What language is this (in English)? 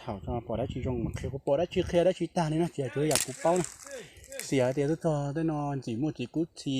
Hmong